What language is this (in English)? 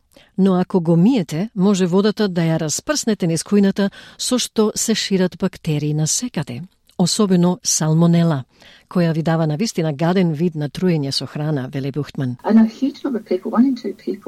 Macedonian